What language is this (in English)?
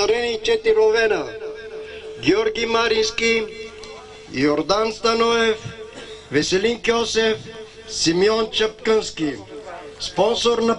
Bulgarian